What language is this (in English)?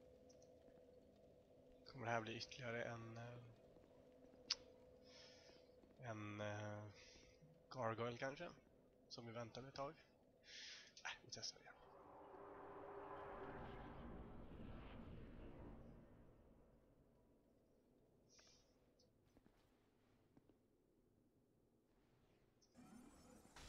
Swedish